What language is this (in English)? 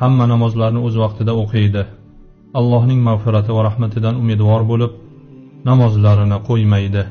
Uzbek